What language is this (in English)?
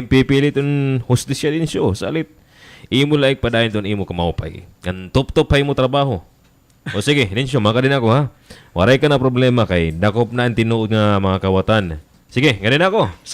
Waray